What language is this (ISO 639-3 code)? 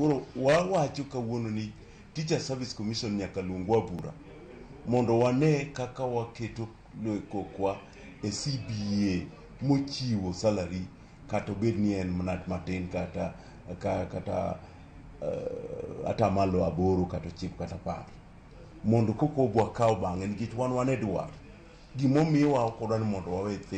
luo